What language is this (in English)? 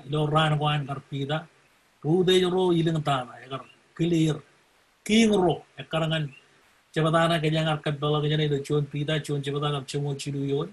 Marshallese